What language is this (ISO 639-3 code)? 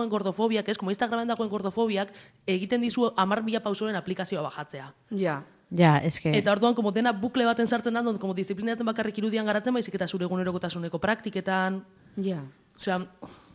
eus